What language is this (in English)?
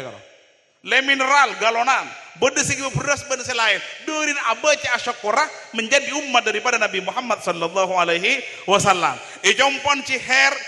Madurese